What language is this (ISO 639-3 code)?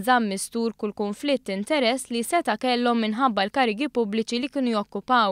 mlt